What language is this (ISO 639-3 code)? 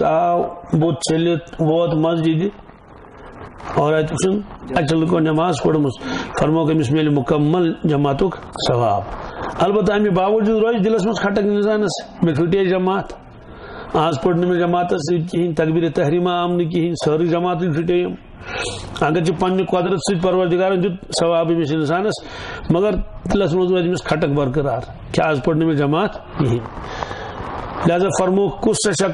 kas